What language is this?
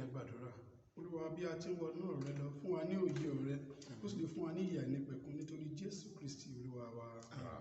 Yoruba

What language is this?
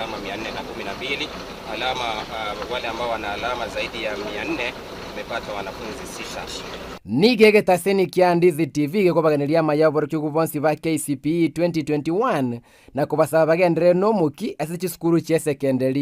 Gusii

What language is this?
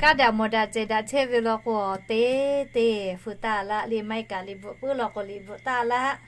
Lahu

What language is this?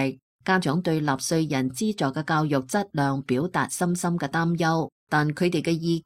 Cantonese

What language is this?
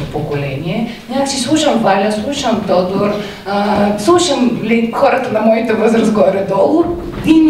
Bulgarian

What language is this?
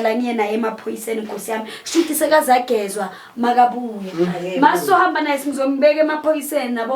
Zulu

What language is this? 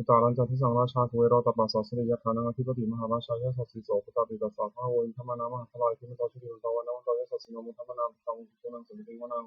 Pali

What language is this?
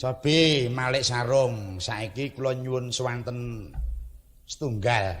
Javanese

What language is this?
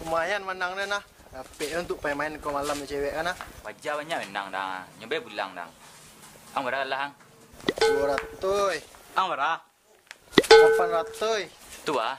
Minangkabau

